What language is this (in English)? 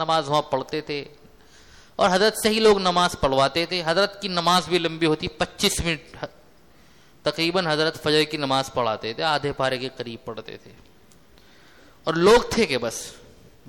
Urdu